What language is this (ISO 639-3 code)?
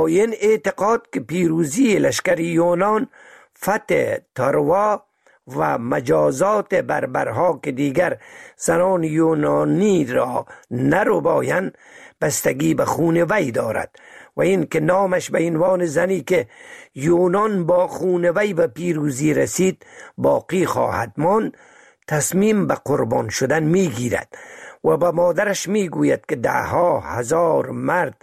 fas